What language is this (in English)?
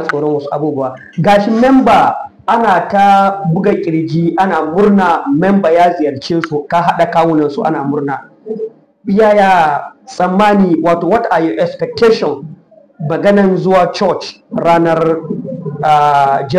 Hausa